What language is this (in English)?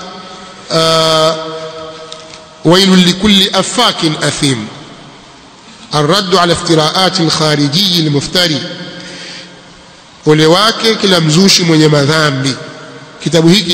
Swahili